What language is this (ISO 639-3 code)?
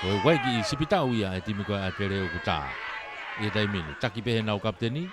ton